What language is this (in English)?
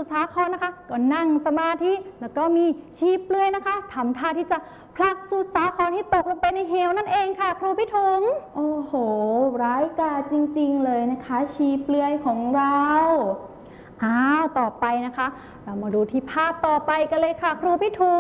Thai